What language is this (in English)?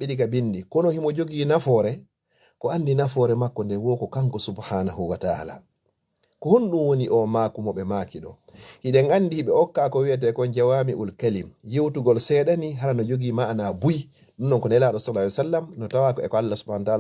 Fula